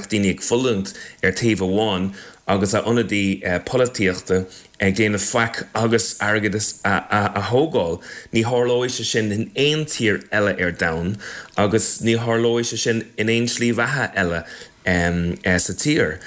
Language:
Irish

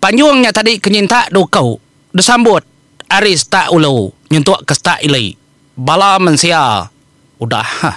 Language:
Iban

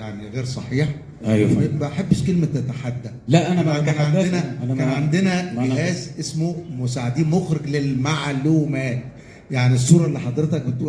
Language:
Egyptian Arabic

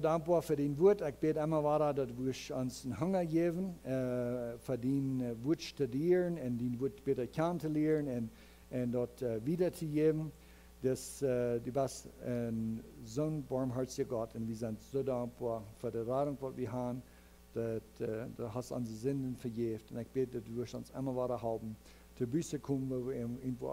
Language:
Plautdietsch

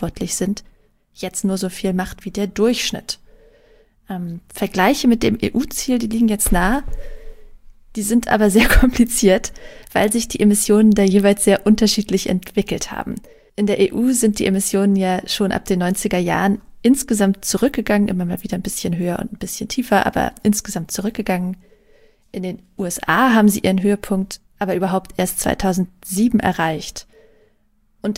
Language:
German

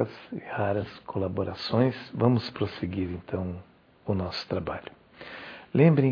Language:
Portuguese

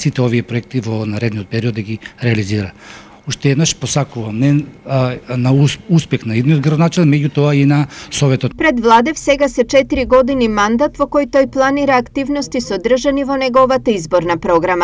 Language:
Macedonian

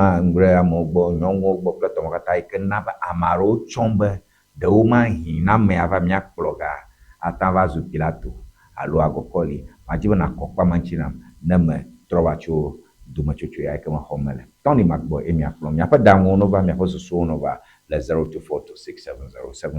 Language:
Ewe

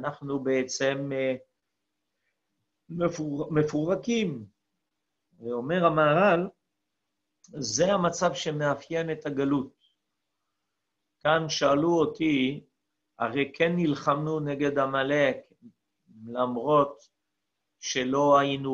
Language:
Hebrew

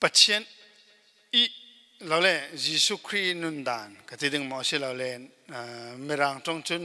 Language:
Falam Chin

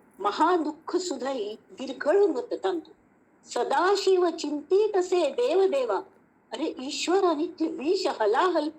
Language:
Konkani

